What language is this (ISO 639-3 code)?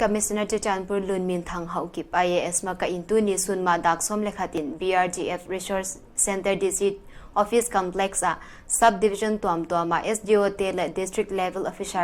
pck